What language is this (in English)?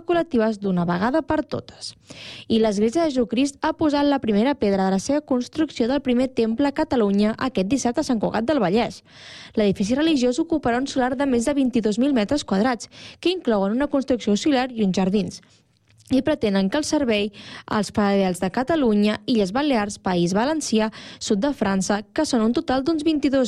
Catalan